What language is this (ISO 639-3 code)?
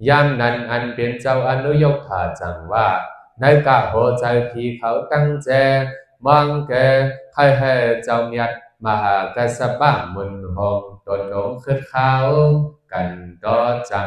shn